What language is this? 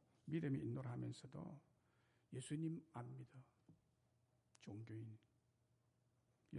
Korean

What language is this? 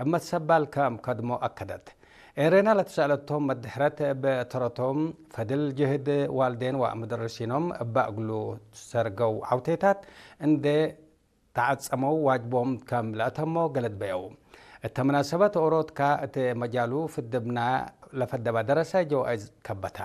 Tigre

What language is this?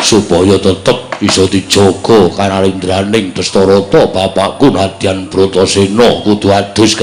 Javanese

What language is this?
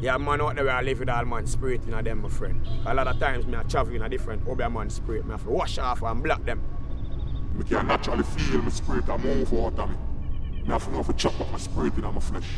Jamaican Creole English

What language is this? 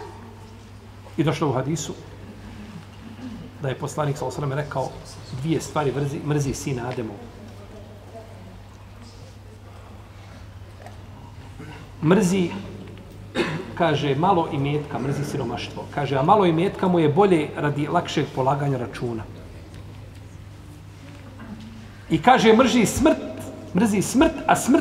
Bosnian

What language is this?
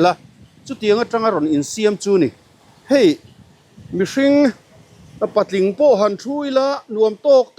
Mizo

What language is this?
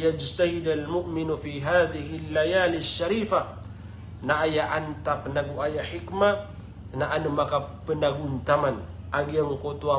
Maranao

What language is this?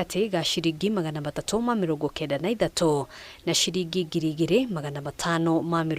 Kikuyu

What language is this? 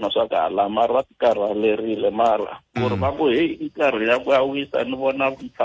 Tsonga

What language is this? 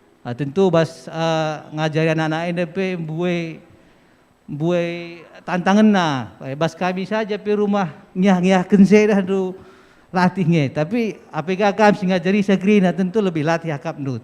Batak Karo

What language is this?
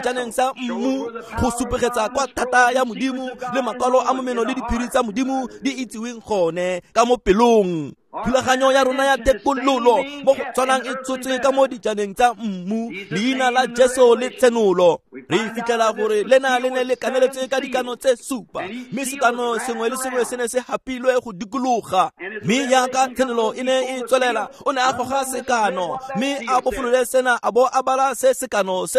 Tswana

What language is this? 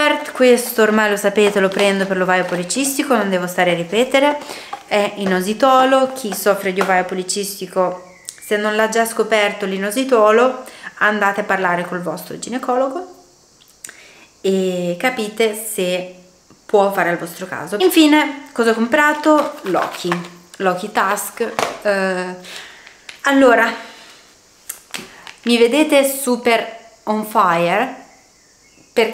Italian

